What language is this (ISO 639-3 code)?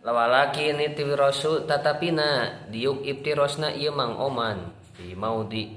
sun